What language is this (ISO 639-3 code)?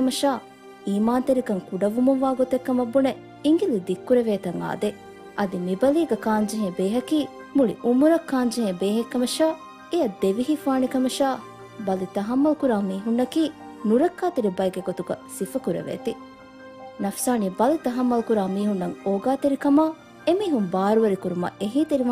div